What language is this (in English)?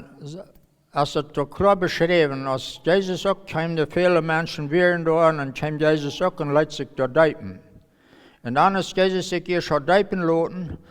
Plautdietsch